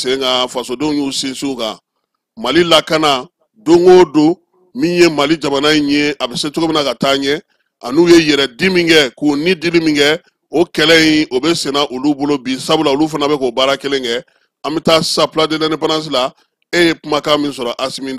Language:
Bambara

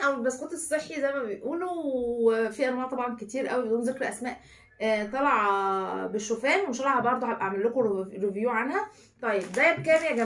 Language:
Egyptian Arabic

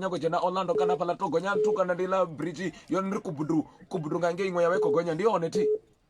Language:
Venda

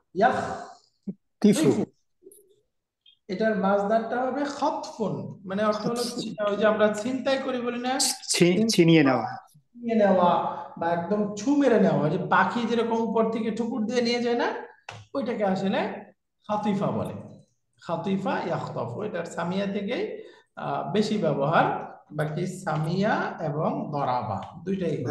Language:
Bangla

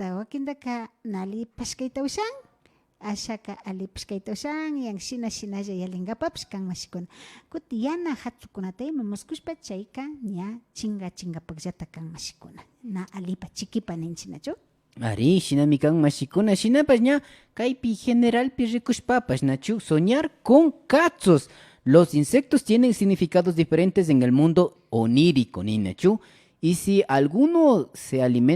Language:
Imbabura Highland Quichua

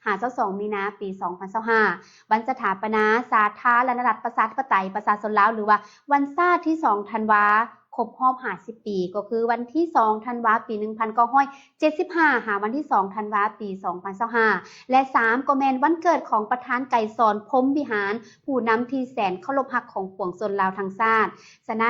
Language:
Lao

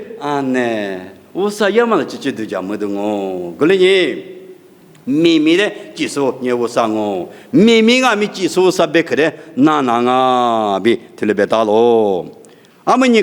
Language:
Lisu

